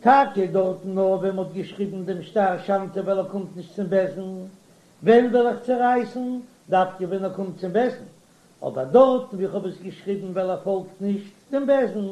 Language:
Yiddish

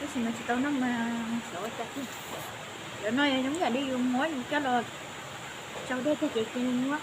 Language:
Hmong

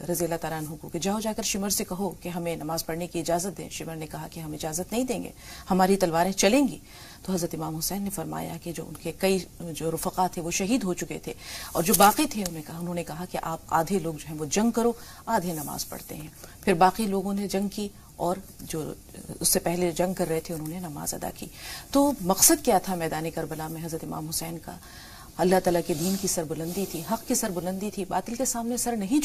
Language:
Urdu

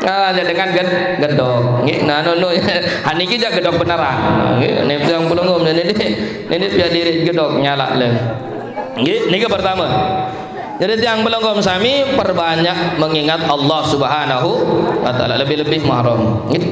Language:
Sasak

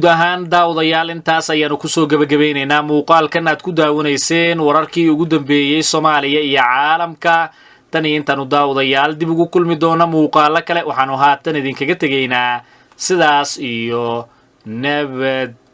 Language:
Somali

